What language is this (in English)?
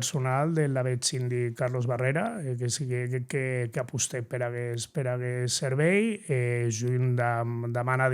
Occitan